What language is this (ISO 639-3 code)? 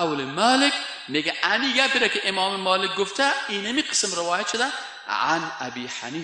fas